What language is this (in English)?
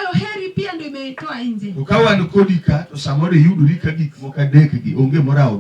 Luo (Kenya and Tanzania)